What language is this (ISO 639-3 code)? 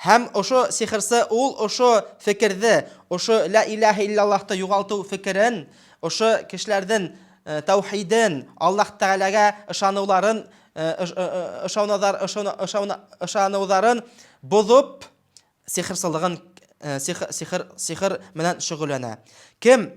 bak